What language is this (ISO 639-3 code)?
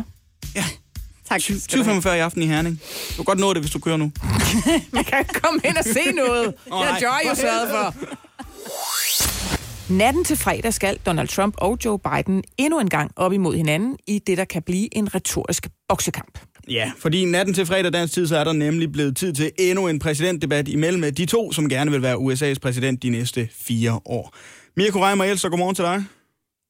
dan